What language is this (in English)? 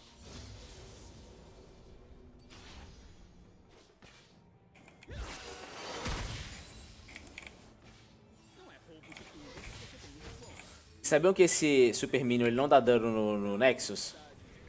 Portuguese